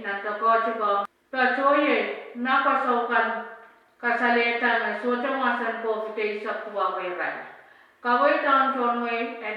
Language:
Pohnpeian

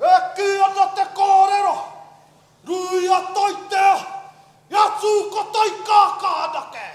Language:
Māori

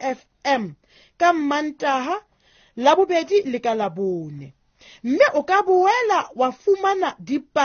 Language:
Southern Sotho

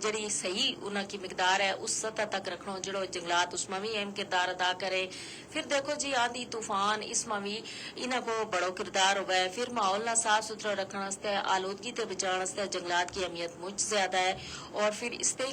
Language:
Gujari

